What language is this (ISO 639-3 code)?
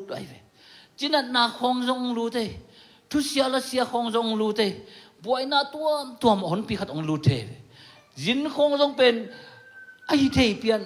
ctd